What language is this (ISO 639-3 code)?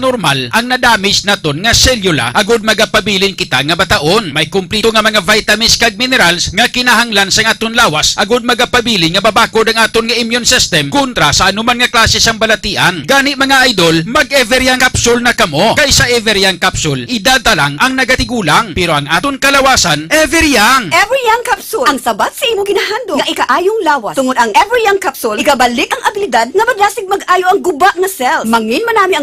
hil